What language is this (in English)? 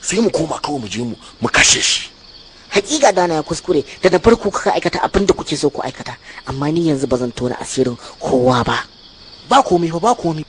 Hausa